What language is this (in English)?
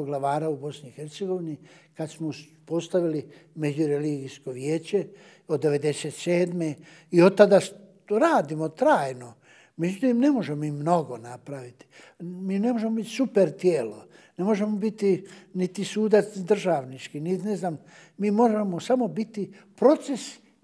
Bosnian